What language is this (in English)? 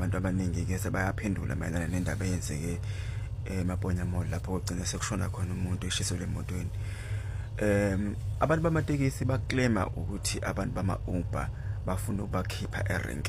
Zulu